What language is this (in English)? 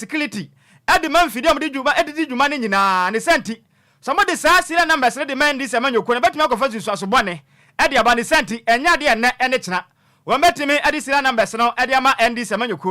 Akan